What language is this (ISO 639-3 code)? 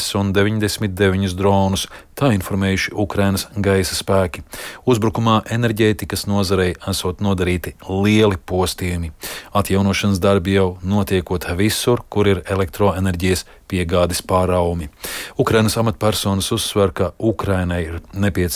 lav